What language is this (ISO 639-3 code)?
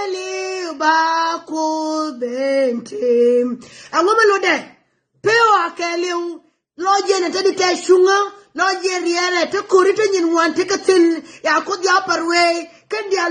nus